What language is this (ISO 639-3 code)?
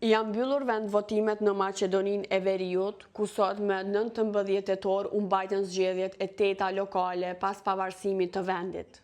sqi